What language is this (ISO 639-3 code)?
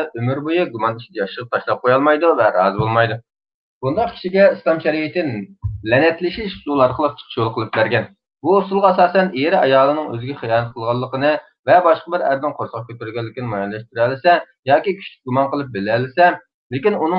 uig